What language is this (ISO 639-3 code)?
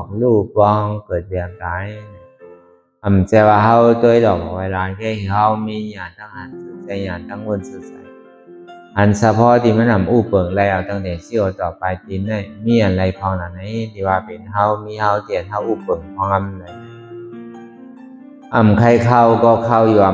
shn